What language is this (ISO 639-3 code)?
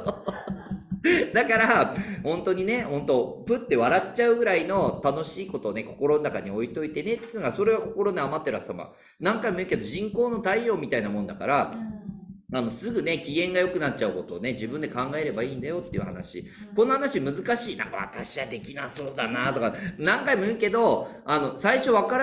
jpn